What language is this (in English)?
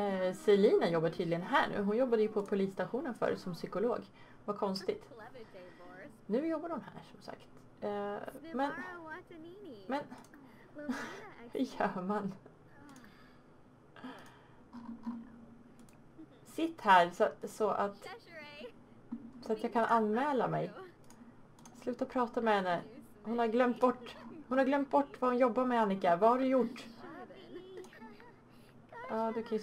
Swedish